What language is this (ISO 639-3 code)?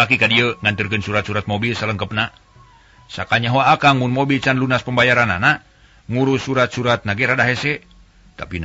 sun